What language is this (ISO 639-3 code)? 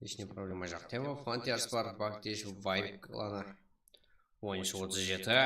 kaa